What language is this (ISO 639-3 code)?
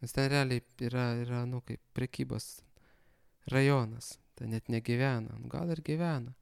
lit